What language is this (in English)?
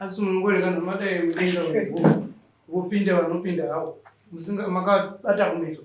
Shona